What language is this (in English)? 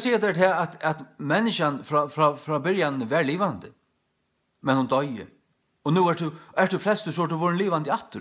Faroese